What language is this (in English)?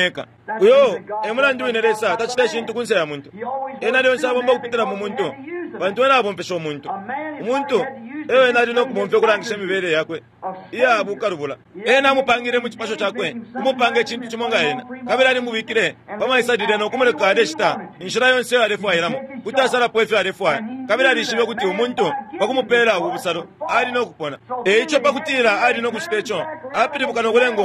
Bemba